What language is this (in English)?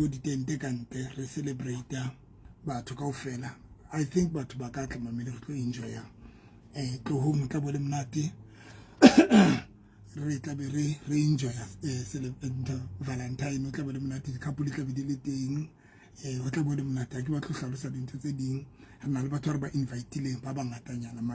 Southern Sotho